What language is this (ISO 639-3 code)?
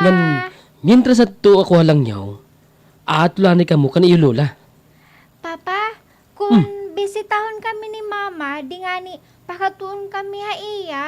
war